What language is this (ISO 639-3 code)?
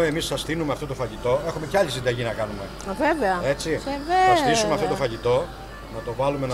ell